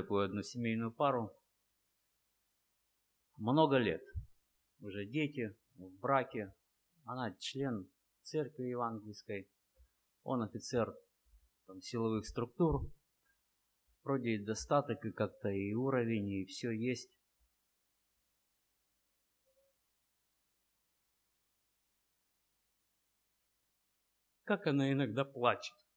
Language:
Russian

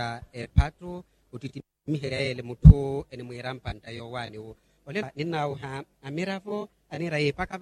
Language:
Makhuwa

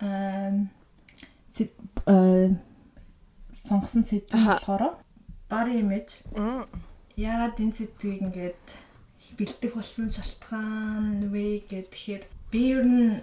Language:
Mongolian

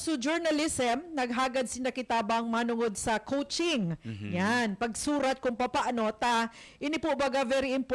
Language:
Bikol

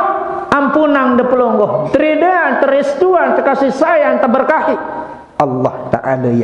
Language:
Sasak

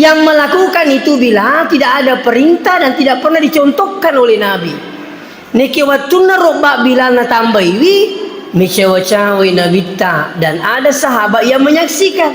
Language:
Buginese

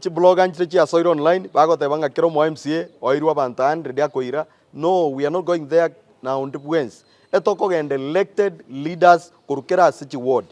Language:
Gusii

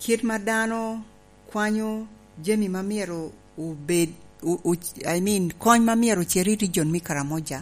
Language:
Lango (Uganda)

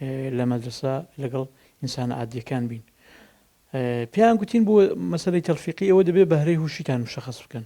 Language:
Central Kurdish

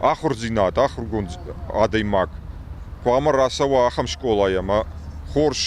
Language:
Ossetic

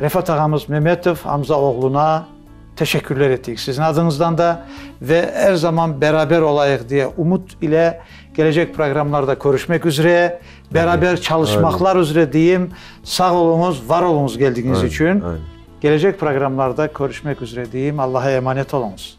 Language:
Crimean Tatar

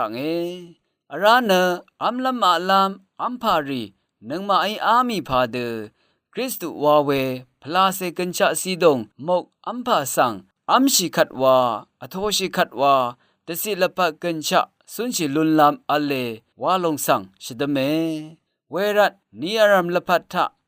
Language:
Rawang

